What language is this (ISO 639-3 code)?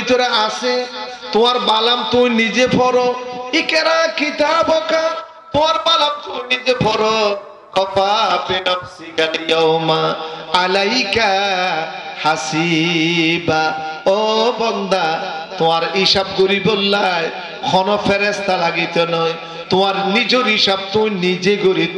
rhg